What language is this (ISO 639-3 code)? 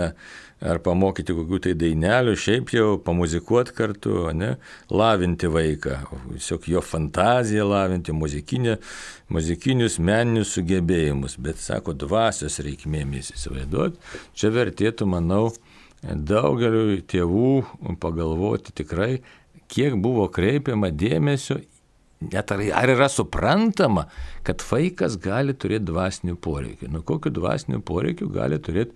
lit